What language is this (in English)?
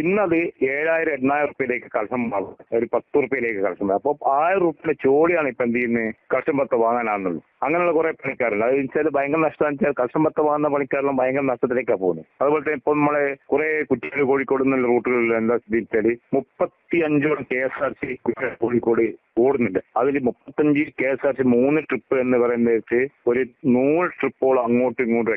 Malayalam